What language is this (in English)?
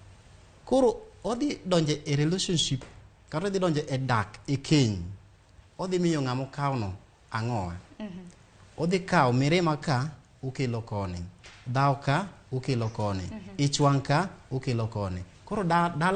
Luo (Kenya and Tanzania)